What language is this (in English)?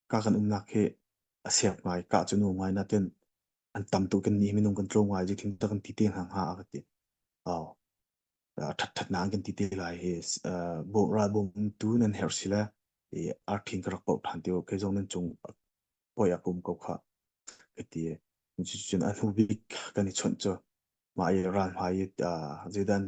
Hakha Chin